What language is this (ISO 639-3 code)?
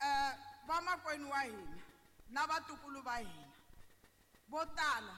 tso